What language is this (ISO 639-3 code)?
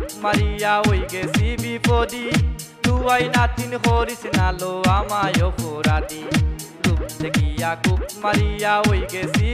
syl